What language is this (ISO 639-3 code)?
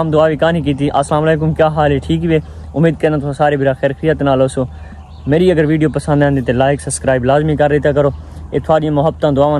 skr